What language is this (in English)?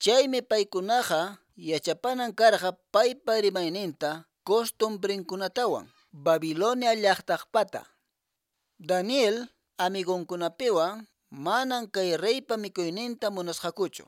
Quechua